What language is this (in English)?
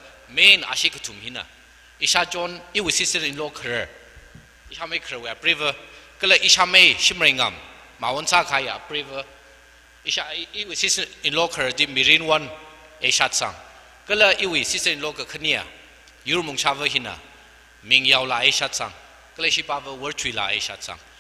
Tangkhul Naga (India)